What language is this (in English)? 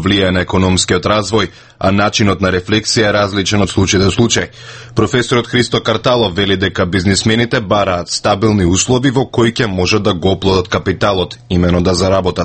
Macedonian